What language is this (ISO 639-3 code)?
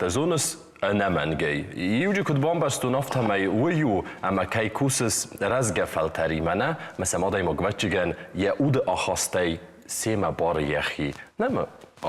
oss